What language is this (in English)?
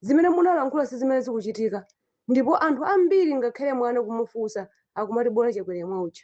Nyanja